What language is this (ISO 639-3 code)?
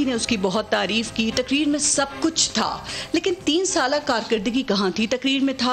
urd